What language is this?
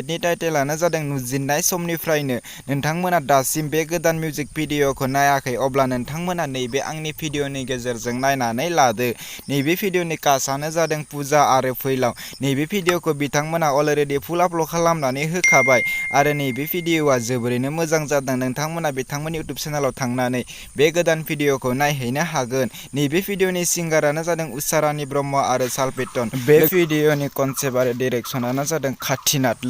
Bodo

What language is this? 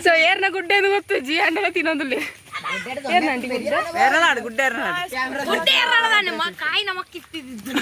Tulu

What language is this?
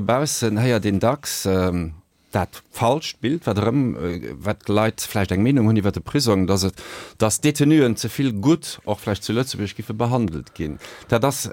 Luxembourgish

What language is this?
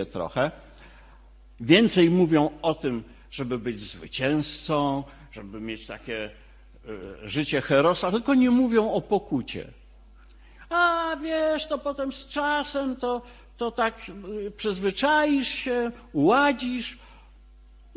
Polish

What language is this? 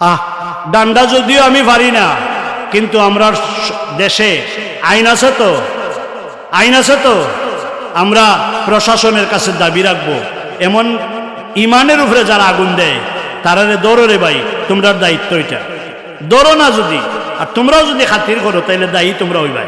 Sylheti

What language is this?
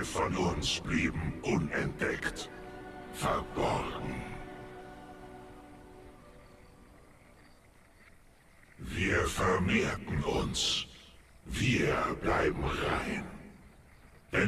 German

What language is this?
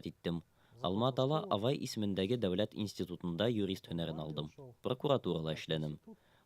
Bashkir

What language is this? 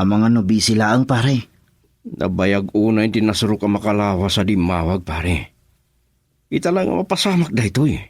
Iloko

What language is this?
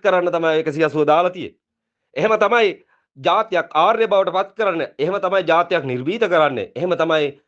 Sinhala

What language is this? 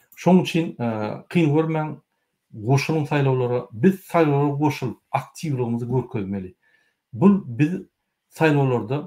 Turkmen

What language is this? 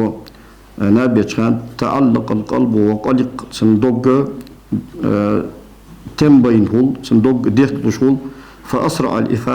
Ingush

